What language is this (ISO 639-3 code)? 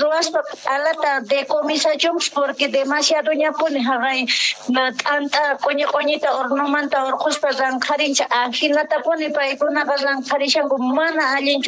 que